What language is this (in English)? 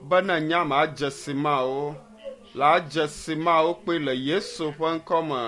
Ewe